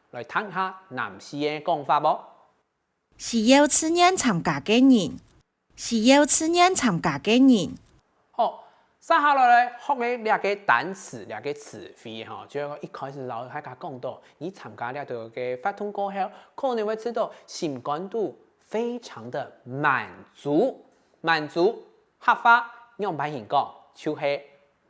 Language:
Hakka Chinese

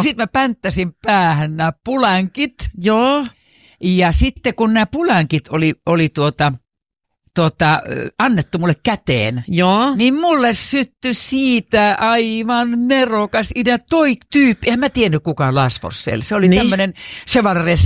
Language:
Finnish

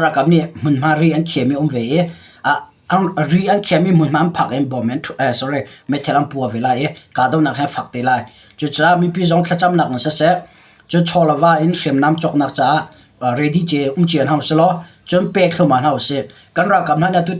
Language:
Hakha Chin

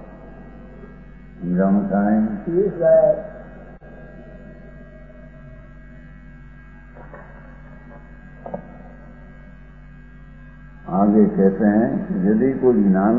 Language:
Gujarati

